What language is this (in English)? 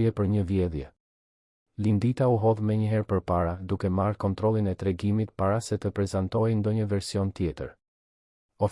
Albanian